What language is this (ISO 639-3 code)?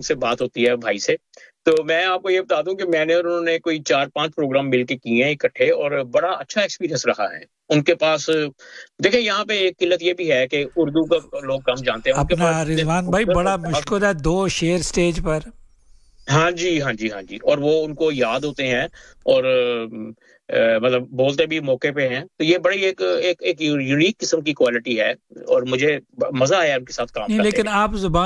urd